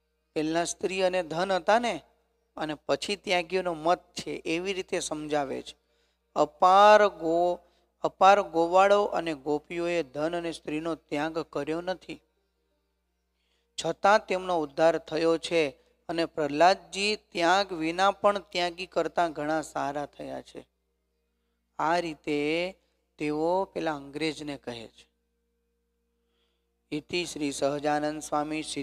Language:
Gujarati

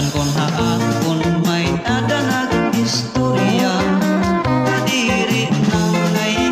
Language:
Waray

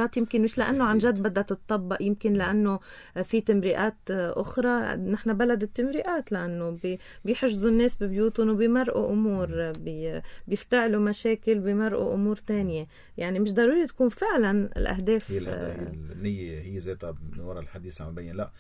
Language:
North Levantine Arabic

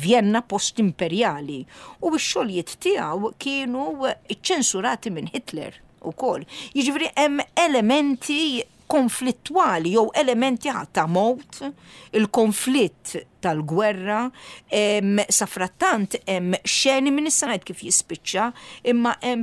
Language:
Maltese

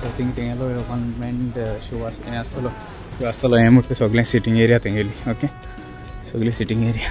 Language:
Konkani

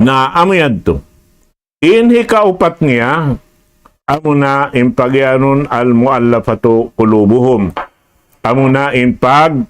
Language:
Tausug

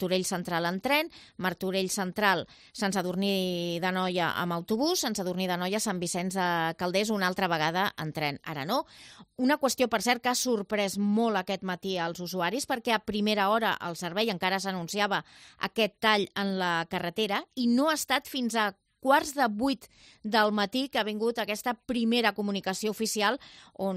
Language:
Catalan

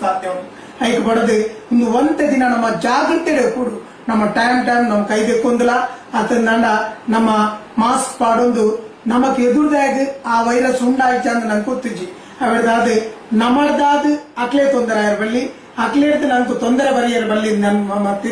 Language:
Tulu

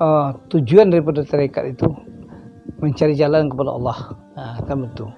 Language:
Minangkabau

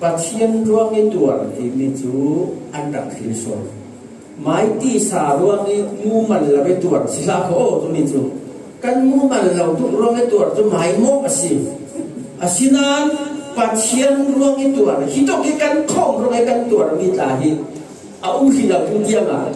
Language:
Falam Chin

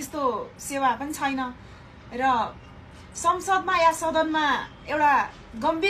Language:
Nepali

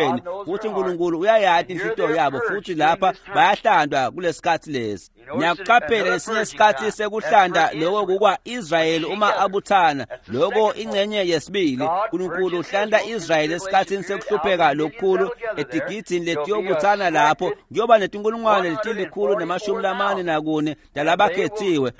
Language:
Swati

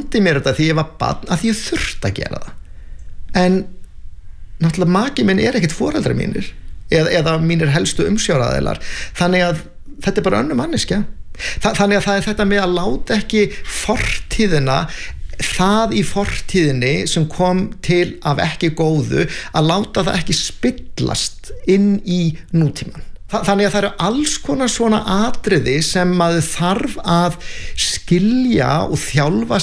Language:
Icelandic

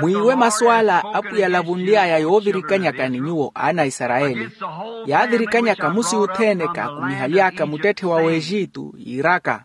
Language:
Makhuwa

